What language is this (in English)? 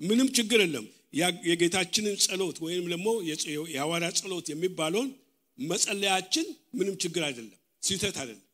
Amharic